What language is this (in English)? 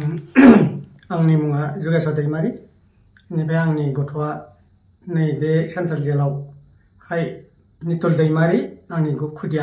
Bodo